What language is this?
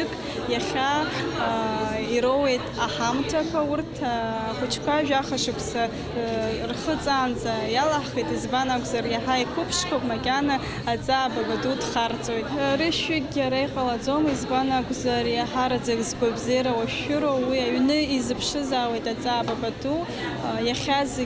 Abkhazian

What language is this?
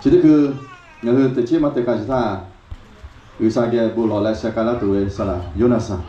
Lahu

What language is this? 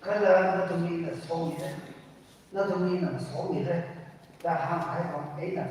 Tangkhul Naga (India)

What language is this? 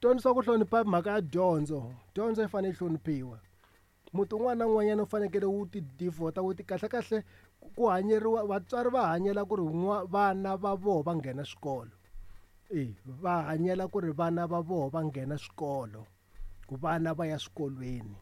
Tsonga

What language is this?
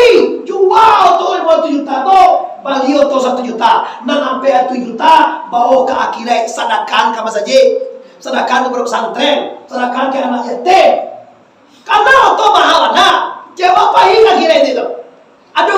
Minangkabau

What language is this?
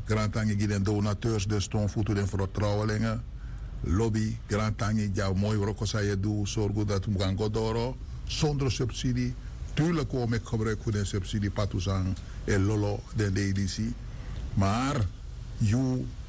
Sranan Tongo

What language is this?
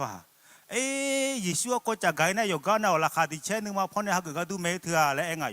Akha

